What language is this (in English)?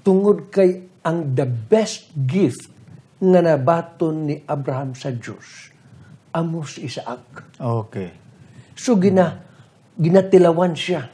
Hiligaynon